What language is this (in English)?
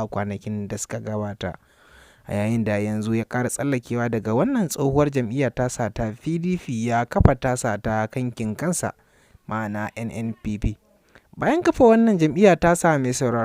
Hausa